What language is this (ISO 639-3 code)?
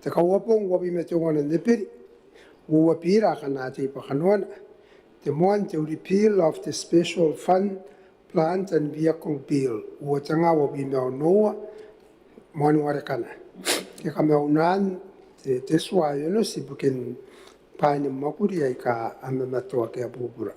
gil